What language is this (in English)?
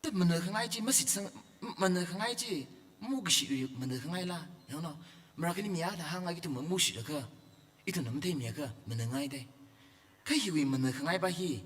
Tangkhul Naga (India)